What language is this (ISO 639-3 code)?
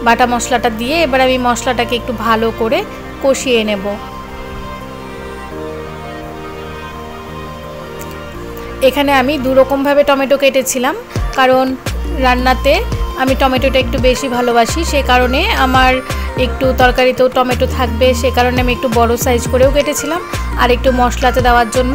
ben